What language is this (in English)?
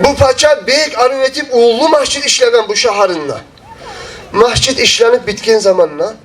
Kumyk